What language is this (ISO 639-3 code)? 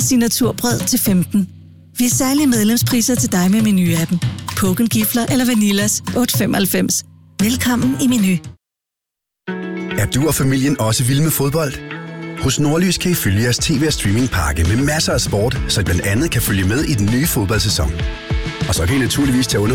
dan